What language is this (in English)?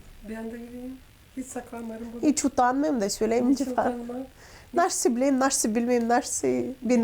Gagauz